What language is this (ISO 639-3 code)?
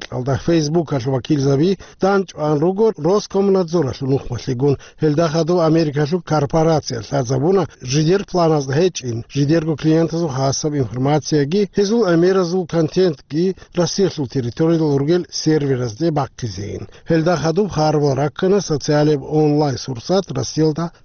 ava